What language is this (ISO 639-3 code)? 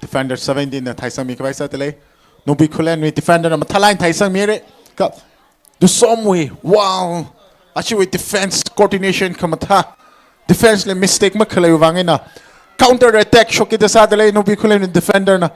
nmf